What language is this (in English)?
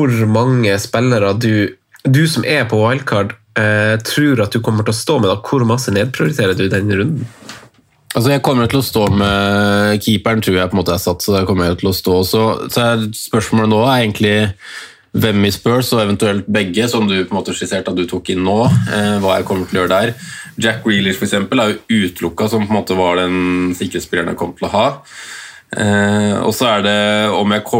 Norwegian